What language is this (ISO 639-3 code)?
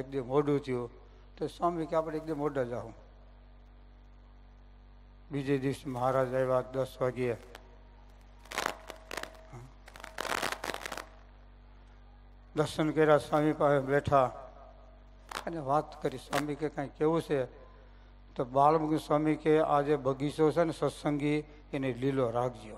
guj